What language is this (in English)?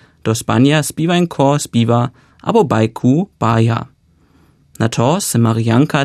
Slovenian